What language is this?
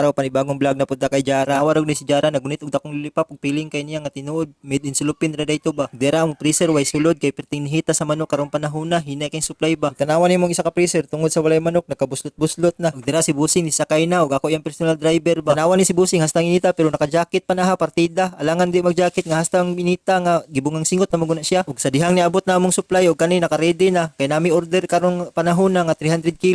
Cebuano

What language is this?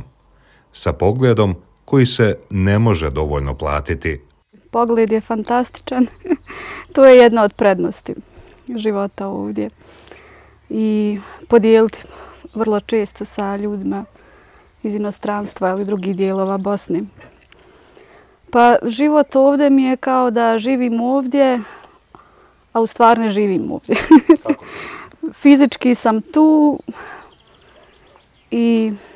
Bosnian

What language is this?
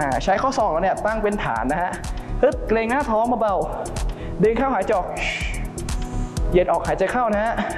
Thai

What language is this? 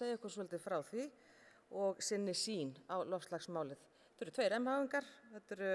Icelandic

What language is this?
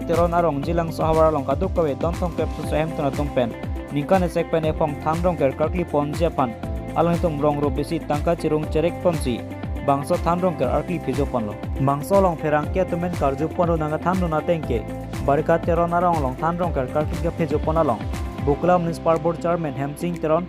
Karbi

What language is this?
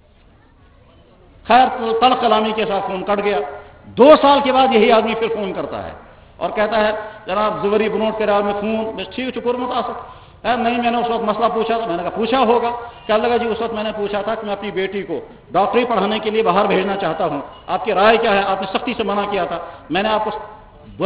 Urdu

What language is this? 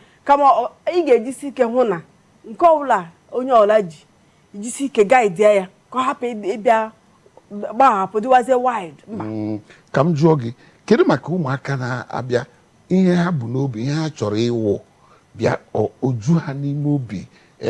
Igbo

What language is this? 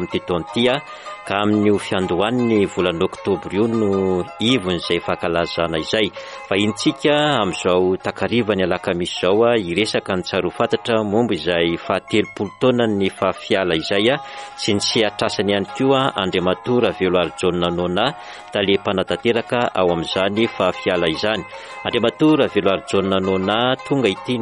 Malagasy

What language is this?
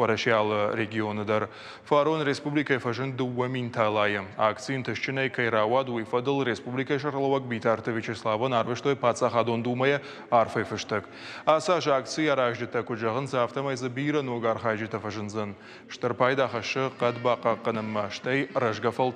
Ossetic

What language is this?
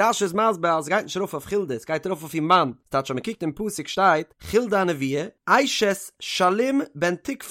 Yiddish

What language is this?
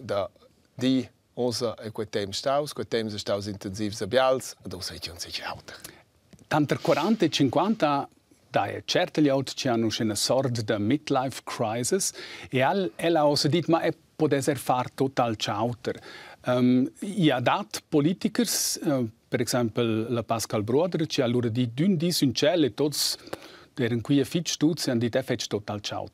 Romansh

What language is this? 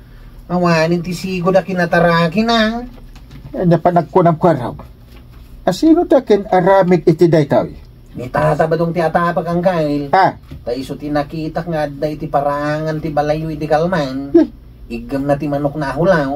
Iloko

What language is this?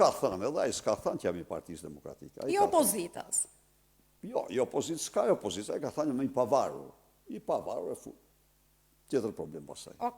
Albanian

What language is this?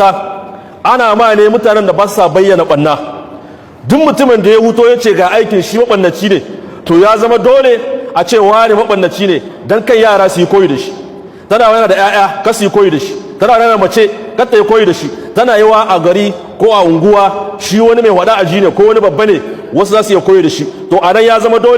Hausa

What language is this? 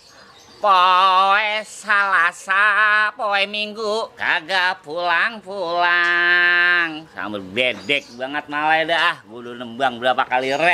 Betawi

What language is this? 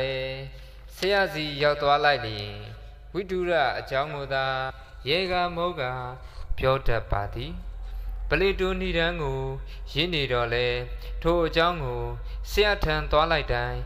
Burmese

